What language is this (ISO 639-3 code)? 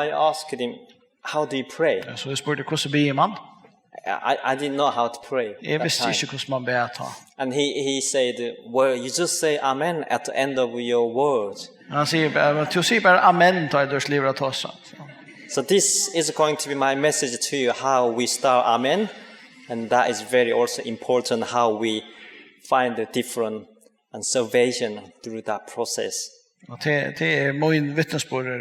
fao